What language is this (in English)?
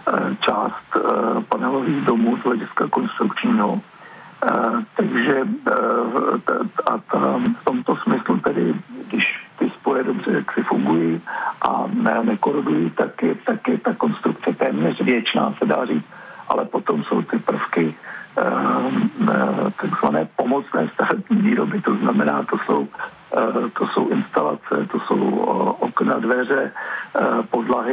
Czech